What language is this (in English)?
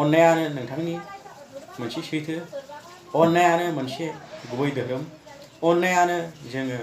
Bodo